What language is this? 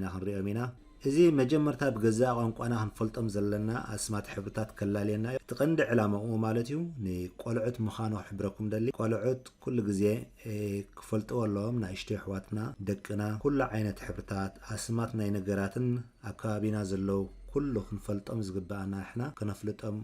Tigrinya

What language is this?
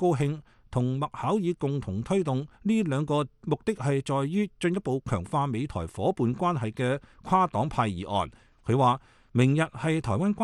Cantonese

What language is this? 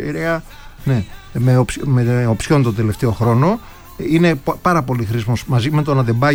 Greek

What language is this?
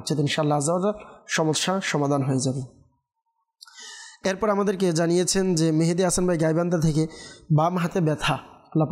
Bangla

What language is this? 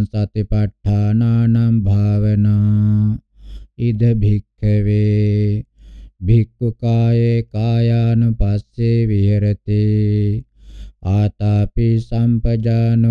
Pali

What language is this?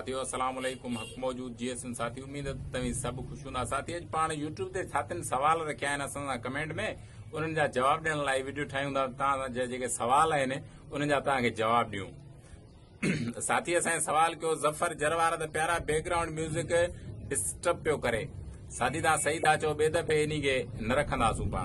Sindhi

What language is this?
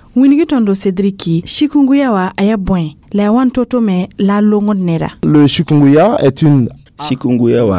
Mossi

